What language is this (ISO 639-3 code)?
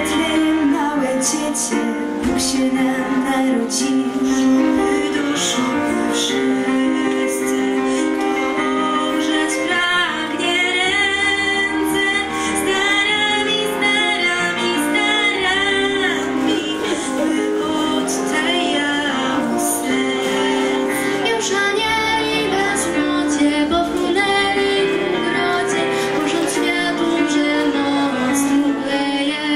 pol